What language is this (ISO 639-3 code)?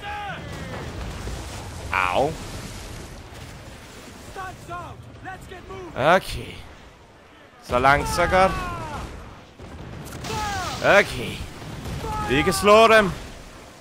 dan